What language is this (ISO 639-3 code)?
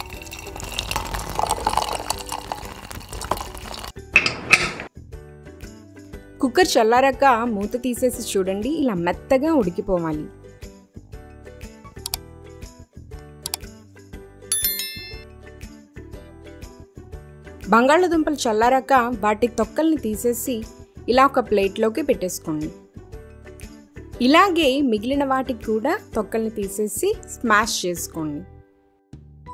tel